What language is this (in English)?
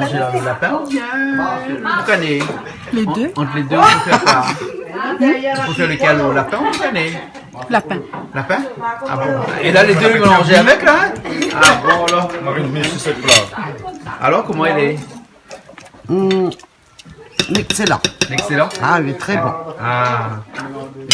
Réunion Creole French